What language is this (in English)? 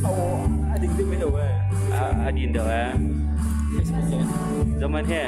Hakha Chin